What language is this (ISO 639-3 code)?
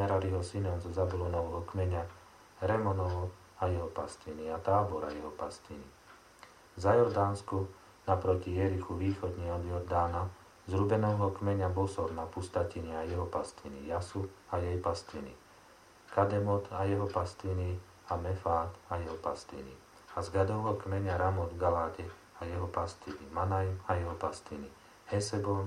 slk